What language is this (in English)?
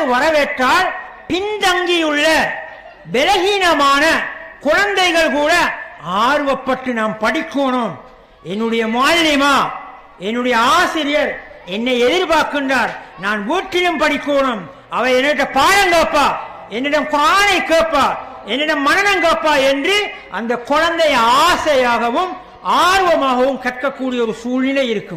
Tamil